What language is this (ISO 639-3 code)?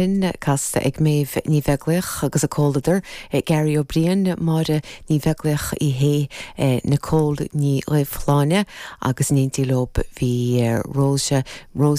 gle